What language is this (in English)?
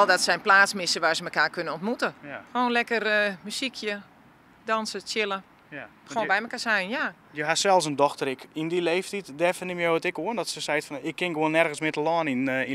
Western Frisian